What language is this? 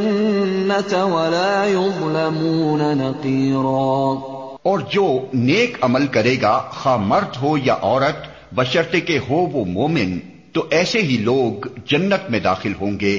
Urdu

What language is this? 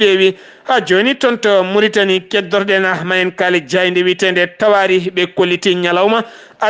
Fula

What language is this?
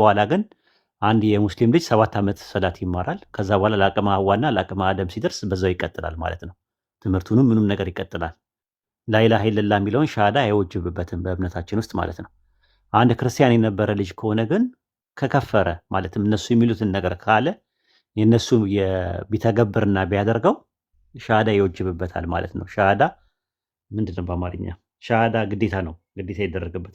Amharic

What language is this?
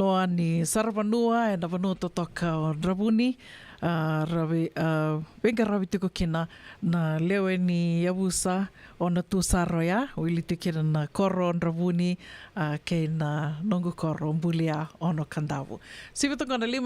Fijian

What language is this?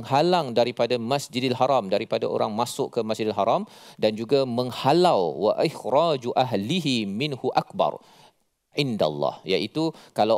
Malay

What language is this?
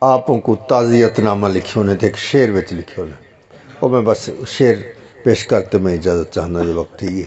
Saraiki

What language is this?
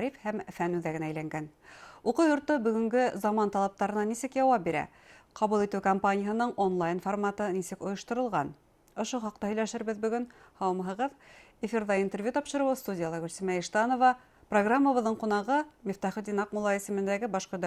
Bashkir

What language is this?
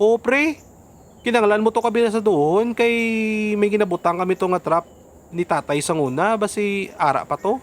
Hiligaynon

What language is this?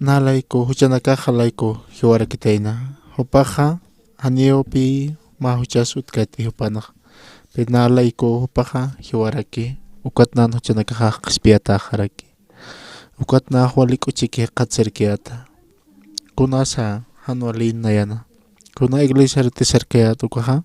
Aymara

